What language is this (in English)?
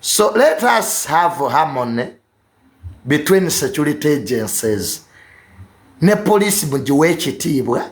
Ganda